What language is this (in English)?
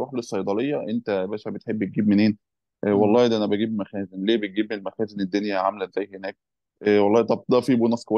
Egyptian Arabic